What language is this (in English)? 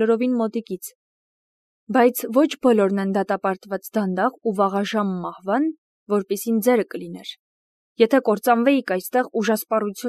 Armenian